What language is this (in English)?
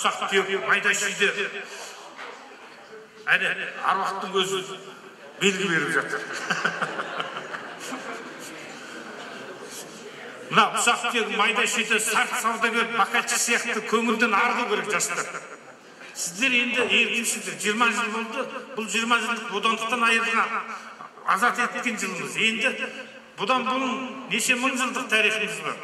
Kazakh